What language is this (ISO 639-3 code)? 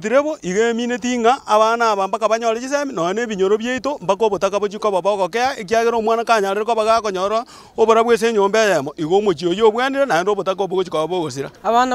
guz